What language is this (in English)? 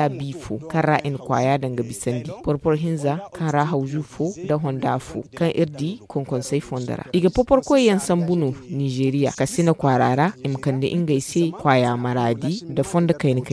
Zarma